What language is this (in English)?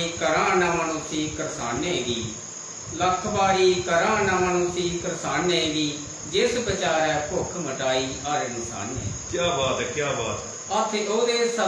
Dogri